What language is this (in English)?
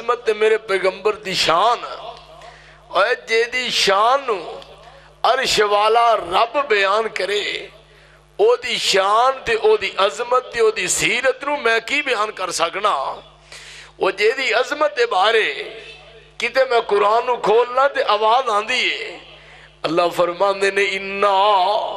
Western Panjabi